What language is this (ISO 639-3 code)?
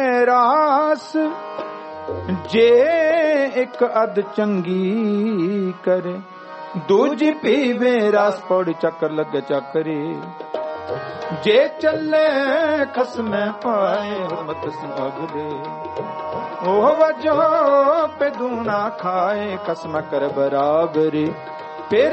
pan